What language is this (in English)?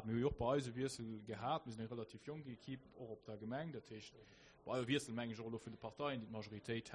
Luxembourgish